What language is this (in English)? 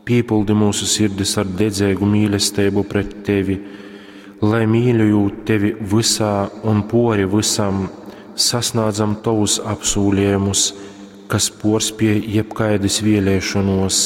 Latgalian